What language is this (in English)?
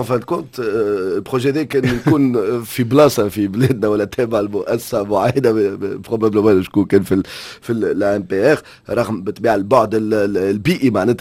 Tunisian Arabic